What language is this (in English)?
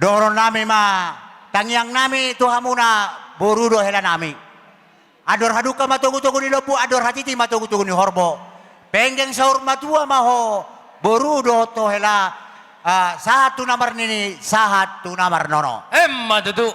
Batak Toba